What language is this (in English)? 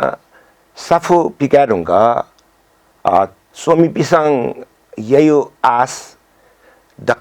Newari